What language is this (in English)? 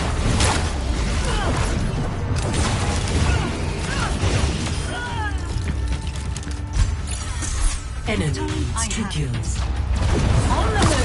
English